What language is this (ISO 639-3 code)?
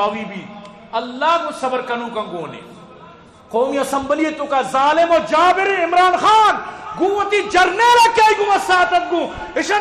bgp